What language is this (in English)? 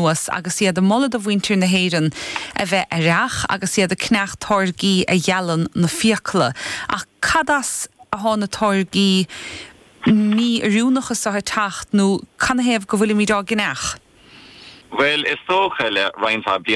Irish